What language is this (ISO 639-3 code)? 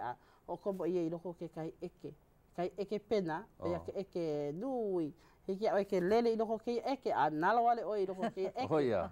haw